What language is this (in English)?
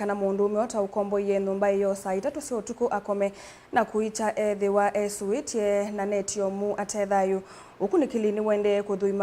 Kamba